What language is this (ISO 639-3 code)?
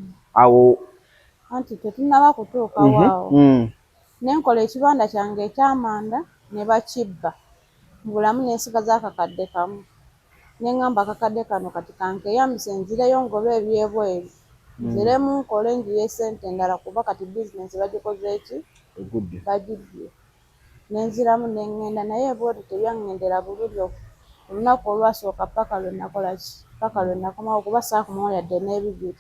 lug